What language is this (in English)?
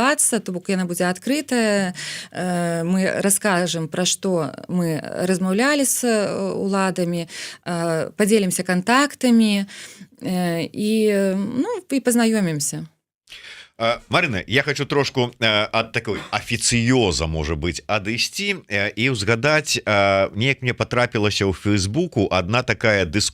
Belarusian